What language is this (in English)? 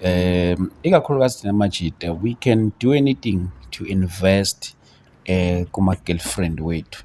Zulu